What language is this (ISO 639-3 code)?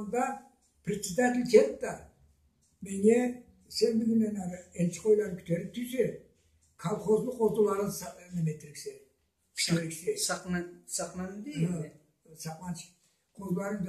krc